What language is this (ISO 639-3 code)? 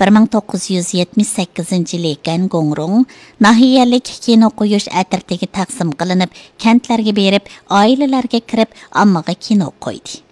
uig